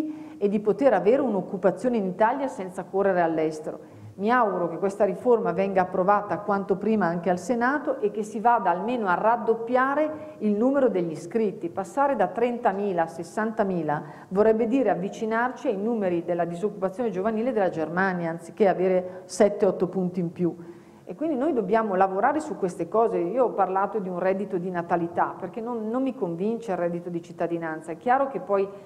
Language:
Italian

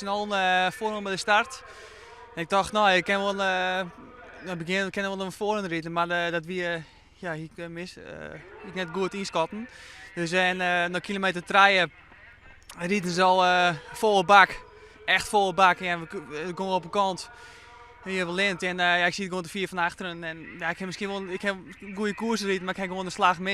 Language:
Western Frisian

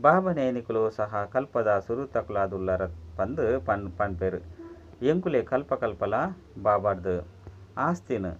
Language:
Tulu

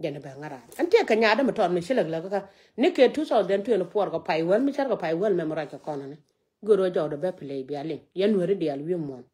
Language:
Nuer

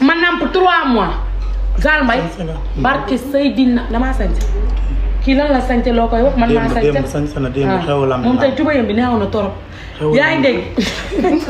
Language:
Wolof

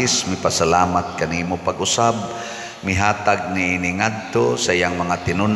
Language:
Cebuano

